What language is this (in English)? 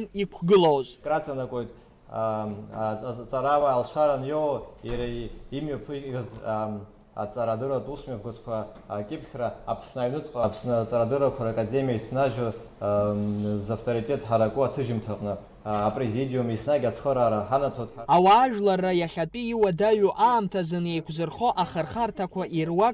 Abkhazian